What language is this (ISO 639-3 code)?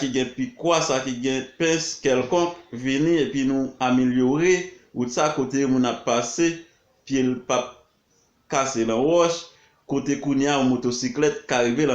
hat